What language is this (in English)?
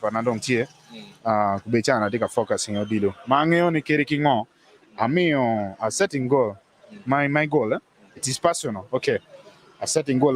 Acoli